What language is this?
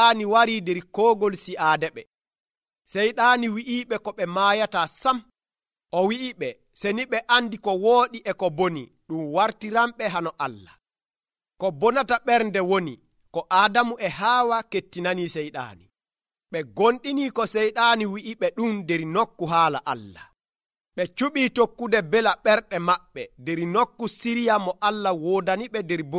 Nigerian Fulfulde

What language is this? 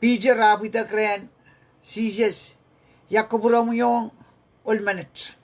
Pohnpeian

